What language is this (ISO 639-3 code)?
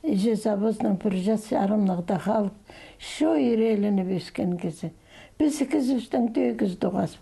kjh